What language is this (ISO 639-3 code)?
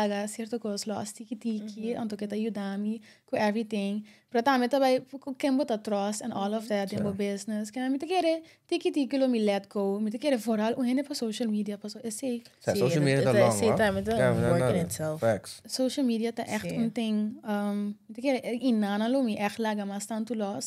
pap